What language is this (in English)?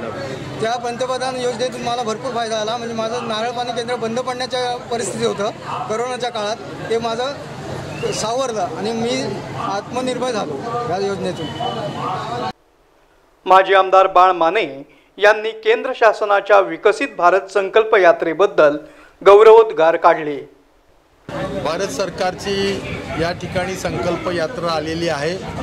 Marathi